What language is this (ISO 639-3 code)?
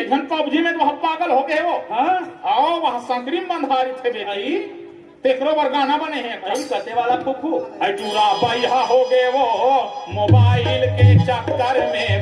hne